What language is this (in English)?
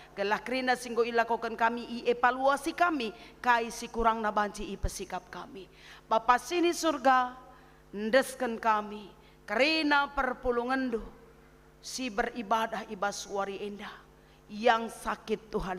Batak Karo